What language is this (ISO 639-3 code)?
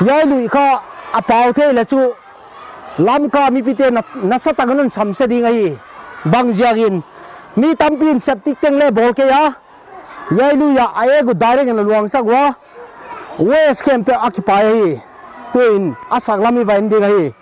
pck